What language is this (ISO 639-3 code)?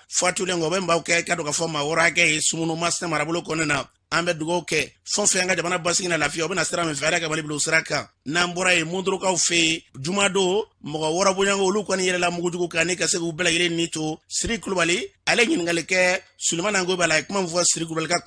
bam